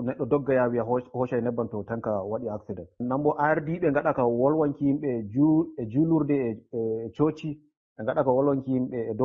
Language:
Fula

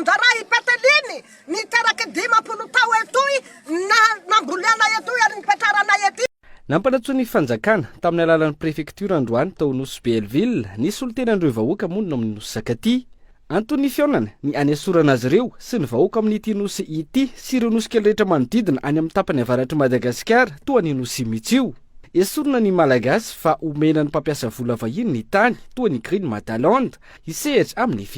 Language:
Malagasy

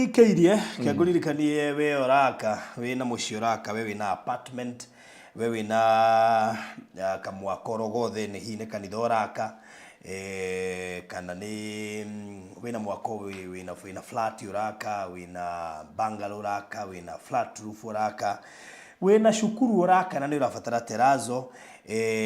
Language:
Kikuyu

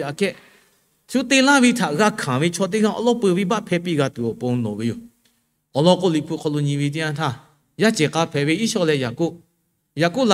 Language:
Lahu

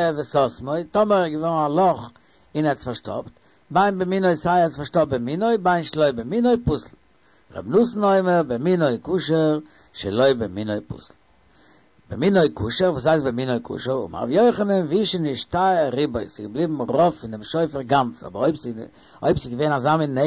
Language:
Yiddish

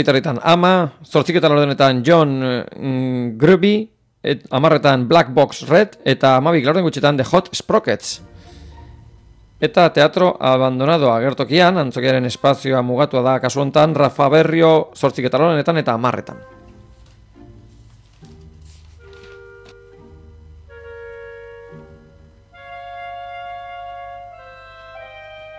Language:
Basque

